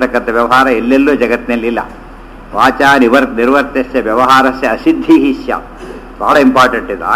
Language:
Kannada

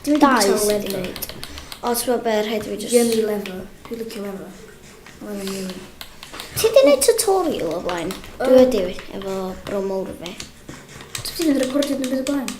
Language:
Welsh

